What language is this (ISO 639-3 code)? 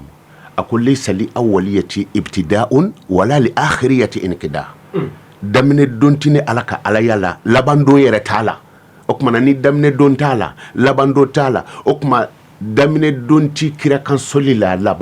bam